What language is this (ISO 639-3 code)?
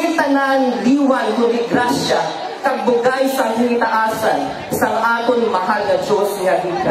hil